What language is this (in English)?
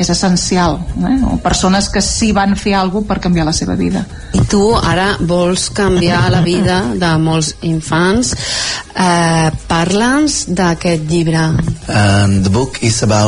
Catalan